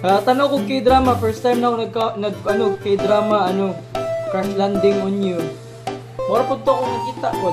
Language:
Cebuano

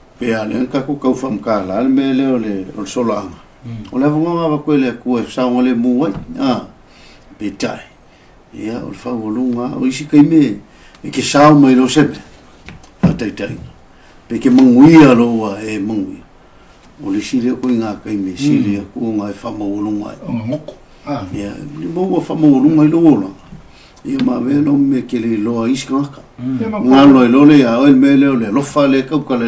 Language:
Samoan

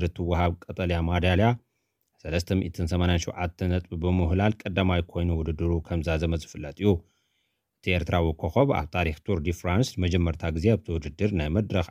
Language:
Tigrinya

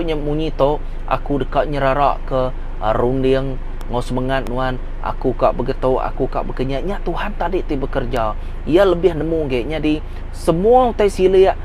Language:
Iban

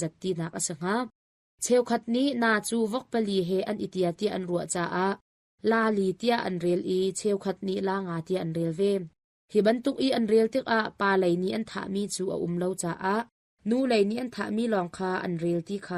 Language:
Hakha Chin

